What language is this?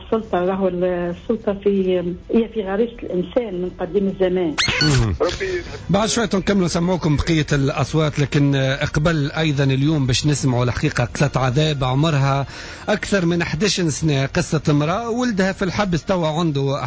Tunisian Arabic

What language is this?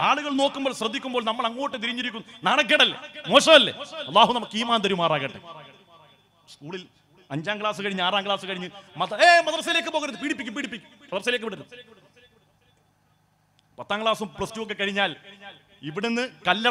Malayalam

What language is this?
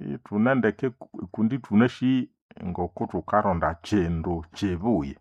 Nande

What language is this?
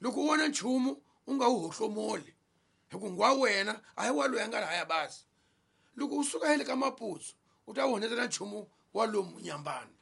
Tsonga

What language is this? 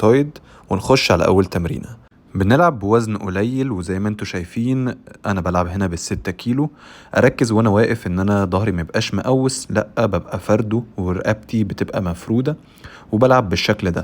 Egyptian Arabic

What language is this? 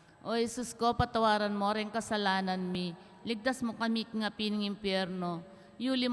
Pampanga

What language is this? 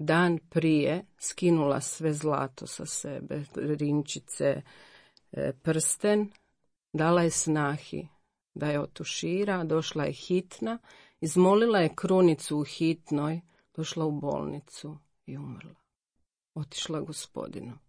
Croatian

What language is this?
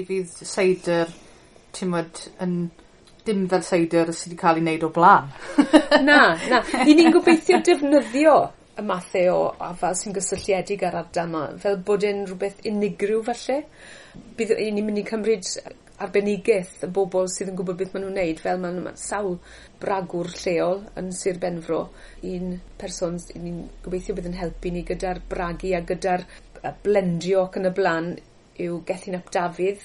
Welsh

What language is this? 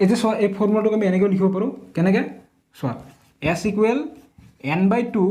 Assamese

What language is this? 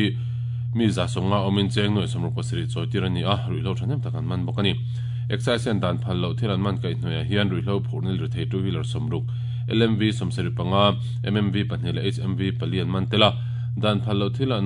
Mizo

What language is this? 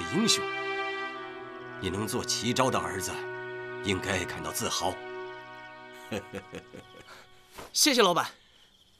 Chinese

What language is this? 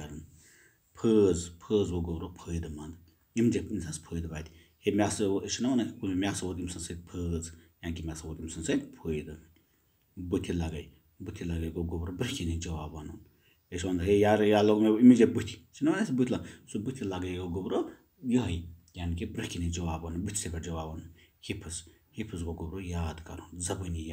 Kashmiri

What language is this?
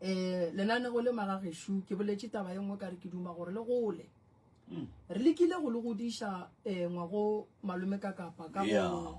Northern Sotho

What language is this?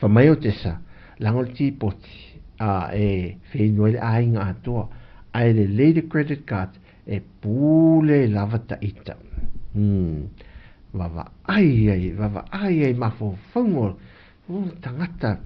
Samoan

